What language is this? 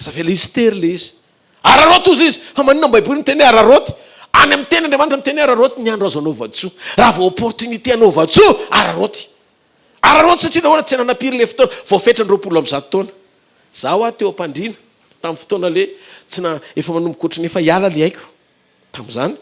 Malagasy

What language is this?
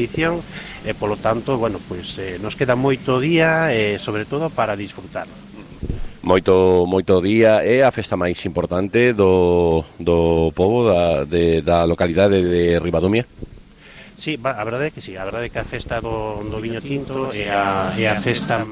Galician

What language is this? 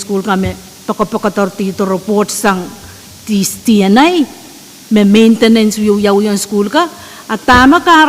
Pohnpeian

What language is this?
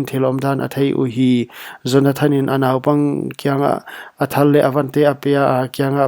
Paite Chin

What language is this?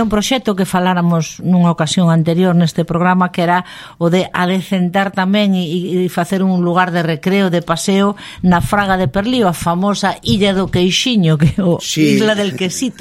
Galician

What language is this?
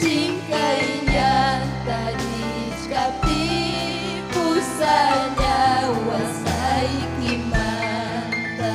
Ayacucho Quechua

